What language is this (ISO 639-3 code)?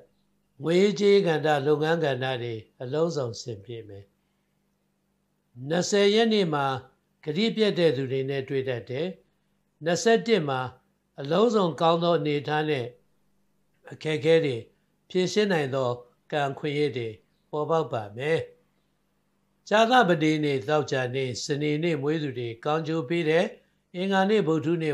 mya